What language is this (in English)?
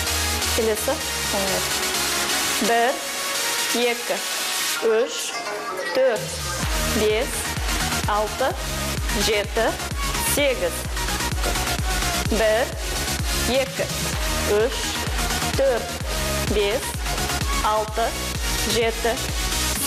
Kazakh